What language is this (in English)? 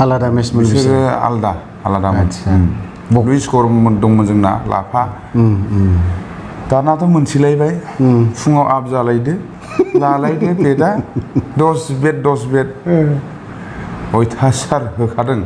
Bodo